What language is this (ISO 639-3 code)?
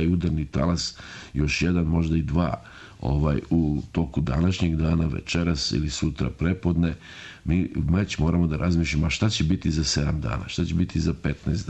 srp